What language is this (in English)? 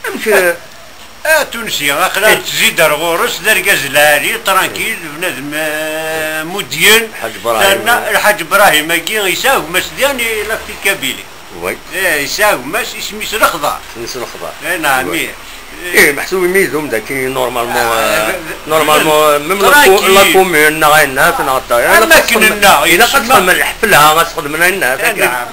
Kabyle